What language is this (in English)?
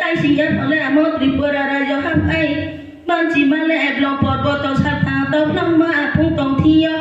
Riang (India)